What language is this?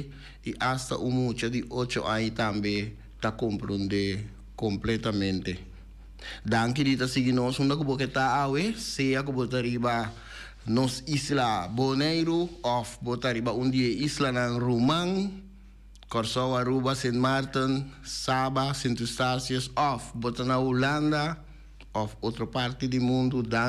Papiamento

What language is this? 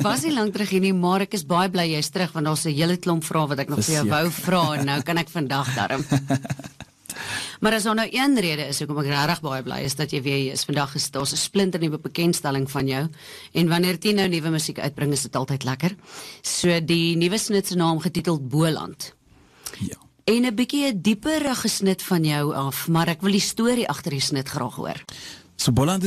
Afrikaans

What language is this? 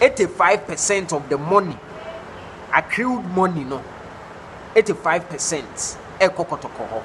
Akan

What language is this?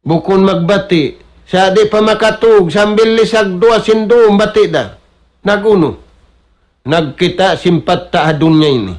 Tausug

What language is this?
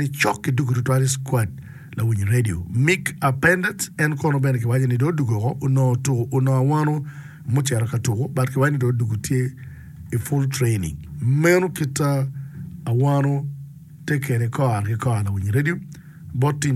Acoli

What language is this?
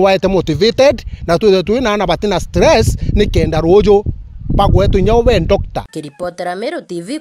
Meru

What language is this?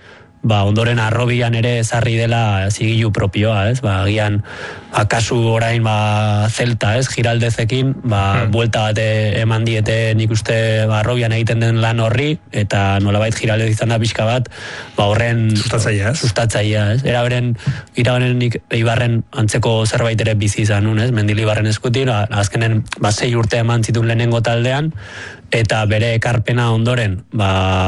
Basque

